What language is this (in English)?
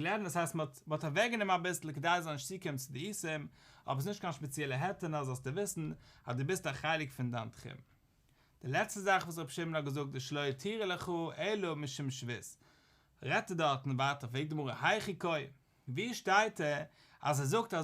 Yiddish